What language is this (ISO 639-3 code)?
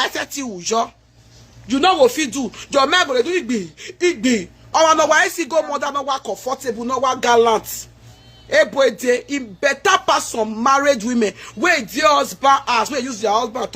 pcm